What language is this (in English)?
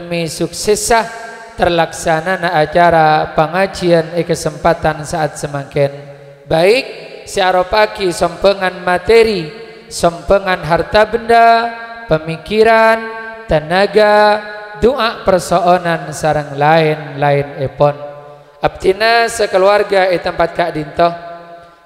Madurese